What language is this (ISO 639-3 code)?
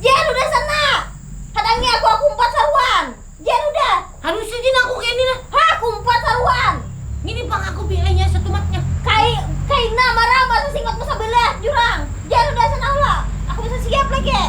bjn